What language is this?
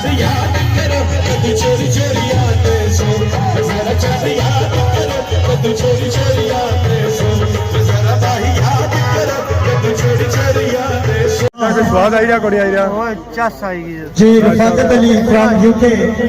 Pahari-Potwari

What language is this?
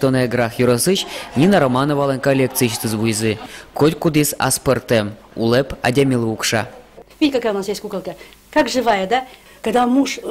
Udmurt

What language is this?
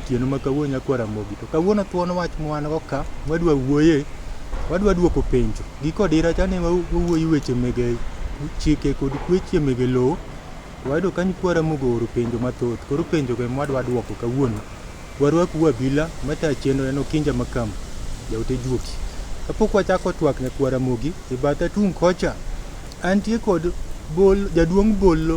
Luo (Kenya and Tanzania)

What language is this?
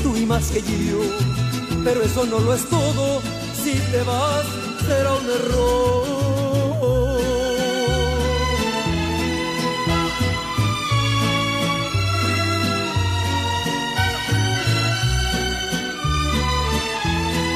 Spanish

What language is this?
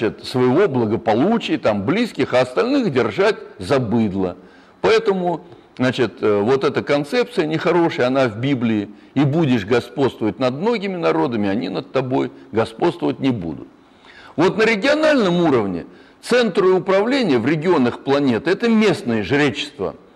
Russian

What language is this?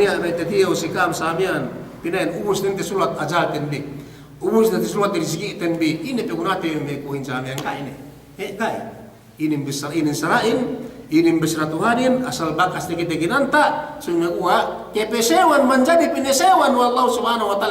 Yakan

